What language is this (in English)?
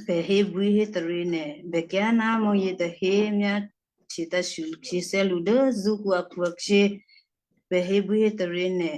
Western Kayah